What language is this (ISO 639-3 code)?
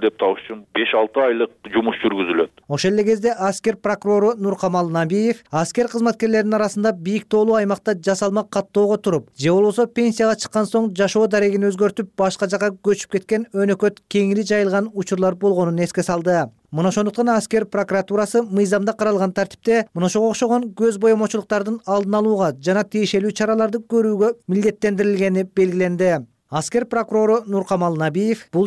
kir